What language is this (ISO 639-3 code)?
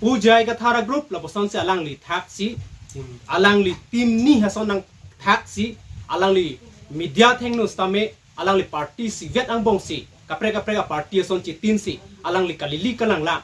mjw